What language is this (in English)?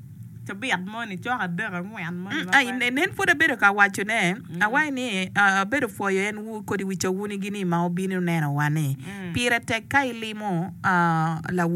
Acoli